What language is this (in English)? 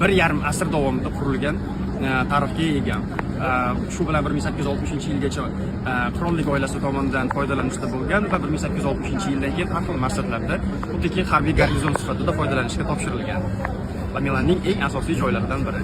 Uzbek